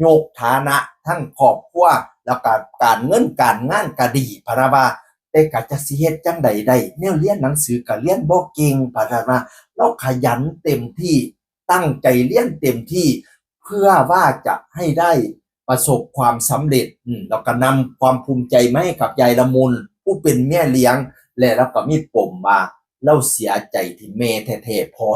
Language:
Northeastern Thai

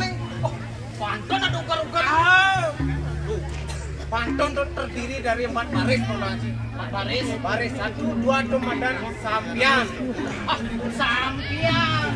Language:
Balinese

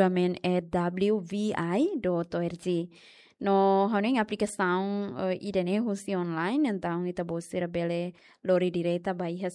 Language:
Tetum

